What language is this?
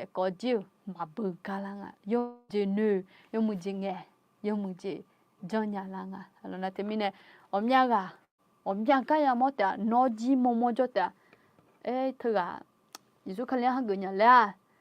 Akha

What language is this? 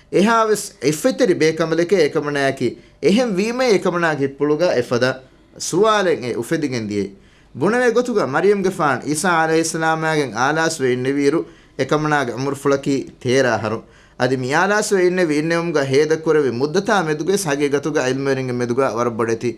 Divehi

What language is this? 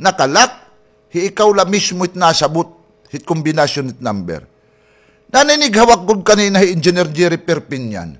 Waray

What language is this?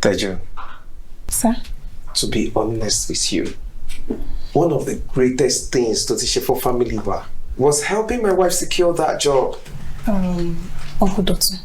Yoruba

